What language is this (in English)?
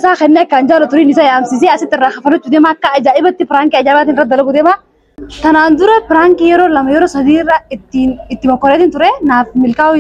Oromo